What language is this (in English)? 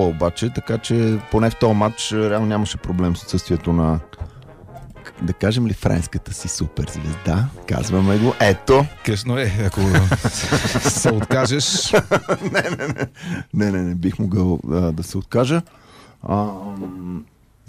Bulgarian